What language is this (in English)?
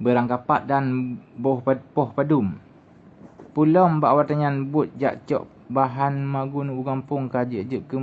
Achinese